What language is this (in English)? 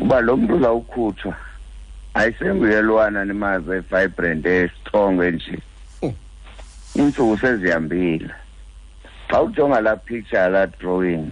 Xhosa